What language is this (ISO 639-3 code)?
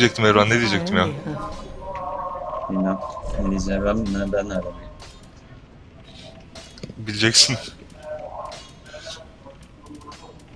tur